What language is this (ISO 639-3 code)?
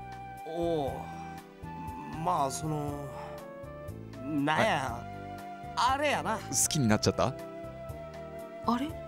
jpn